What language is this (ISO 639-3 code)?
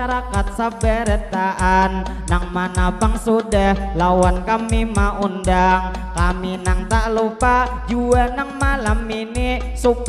bjn